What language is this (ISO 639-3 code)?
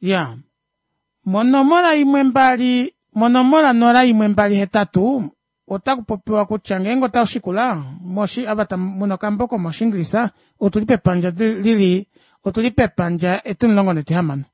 kua